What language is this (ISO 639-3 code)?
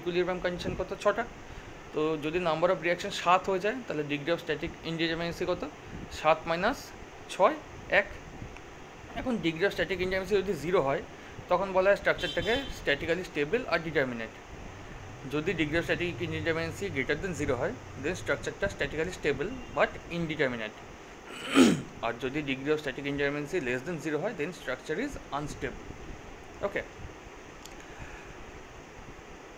ben